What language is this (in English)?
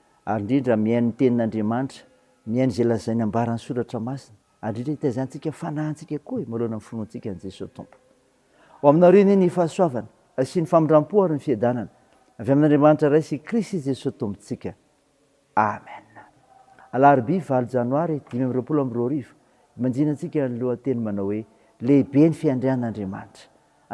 Malagasy